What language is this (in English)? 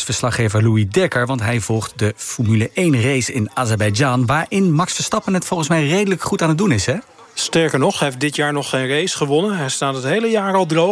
Dutch